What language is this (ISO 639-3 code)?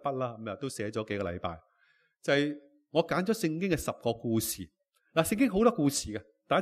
yue